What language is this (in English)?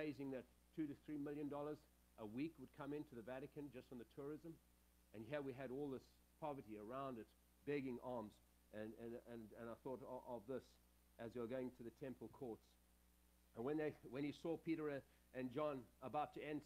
English